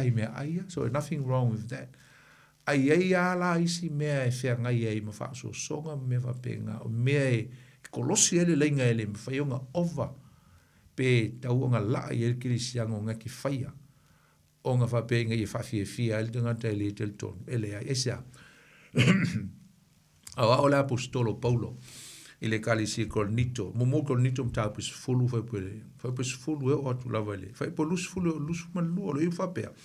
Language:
Samoan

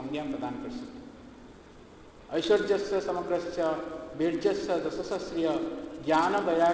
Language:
Odia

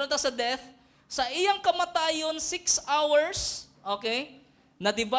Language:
Cebuano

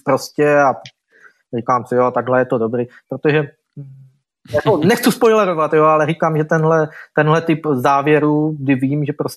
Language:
Czech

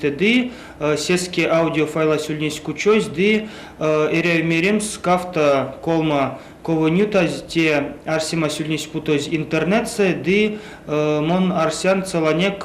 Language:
Erzya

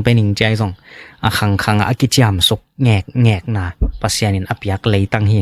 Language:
Tedim Chin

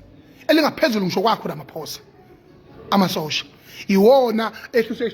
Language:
Zulu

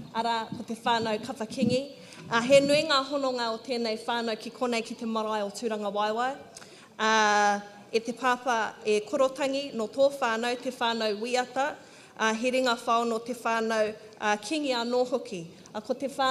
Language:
Māori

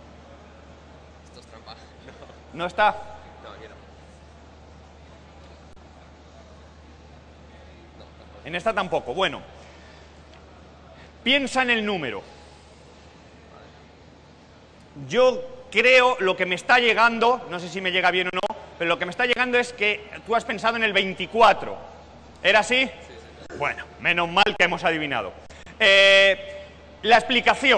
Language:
Spanish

